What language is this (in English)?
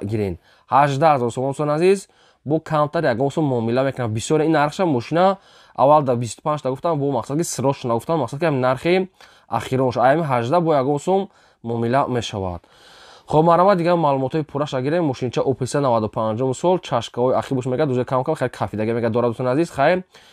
Tajik